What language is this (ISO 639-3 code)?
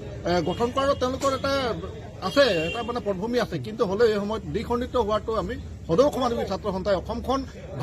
asm